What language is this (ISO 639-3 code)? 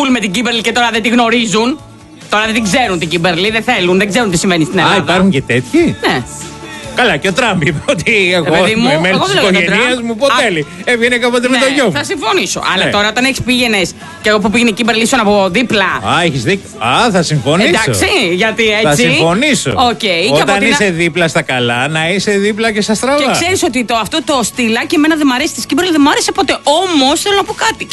ell